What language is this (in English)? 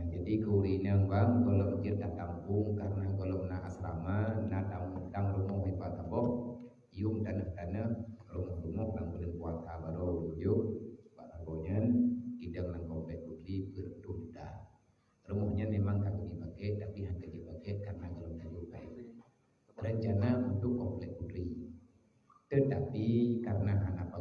Achinese